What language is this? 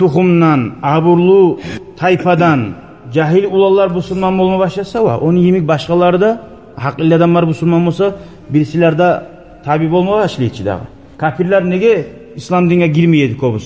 Kumyk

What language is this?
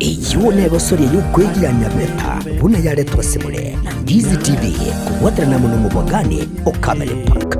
Gusii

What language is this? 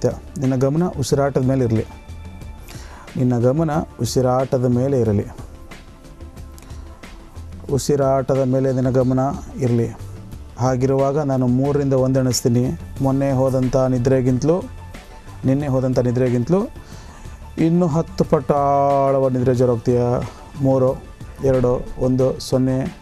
Kannada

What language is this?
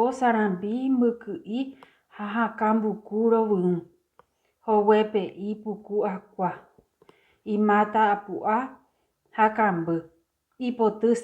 Guarani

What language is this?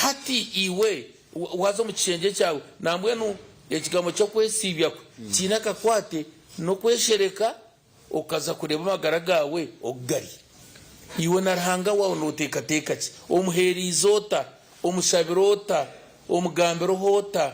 Nyankole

